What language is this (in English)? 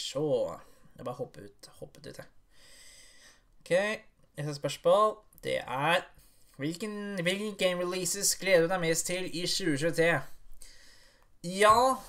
Norwegian